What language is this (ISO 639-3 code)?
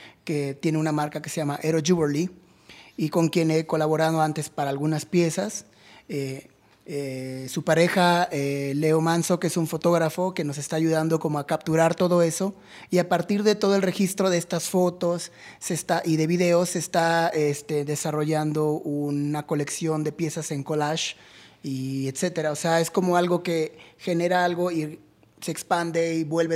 spa